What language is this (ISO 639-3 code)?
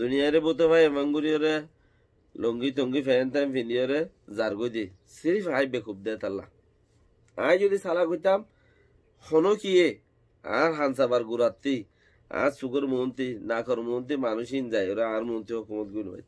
rhg